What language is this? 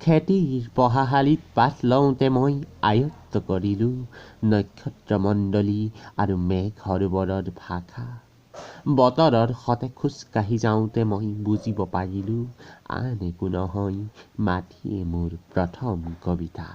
Assamese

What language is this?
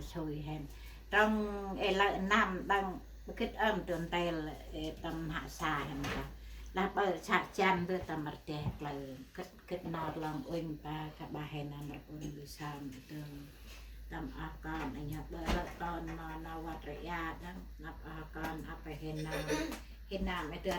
Central Mnong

